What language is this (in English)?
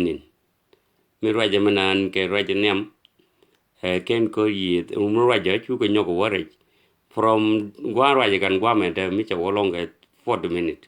Nuer